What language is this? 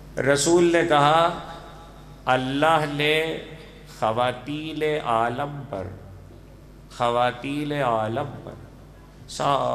Urdu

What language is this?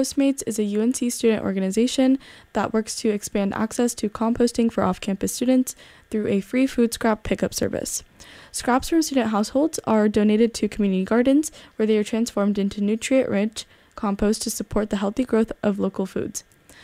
English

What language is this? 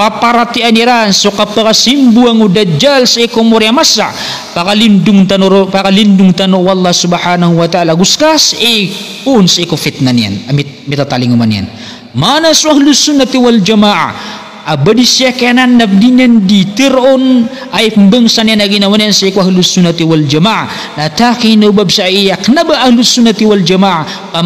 Maranao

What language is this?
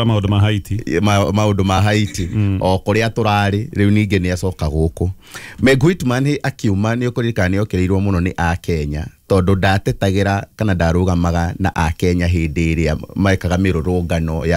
Kikuyu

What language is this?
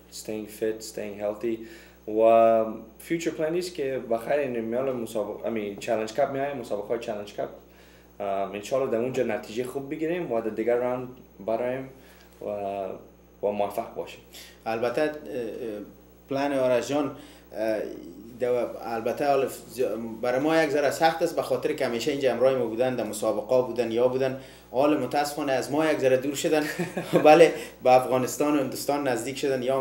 Persian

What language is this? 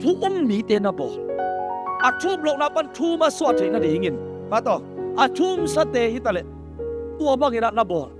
Tedim Chin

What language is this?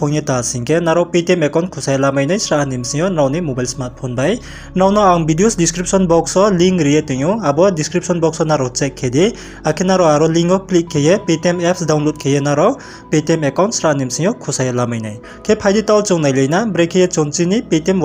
Riang (India)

